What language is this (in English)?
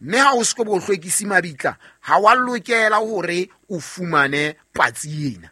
Southern Sotho